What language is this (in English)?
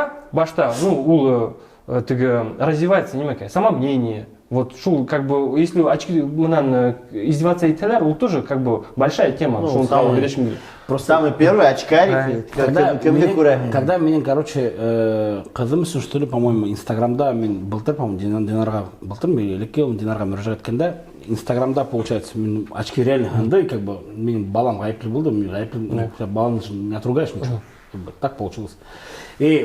Bashkir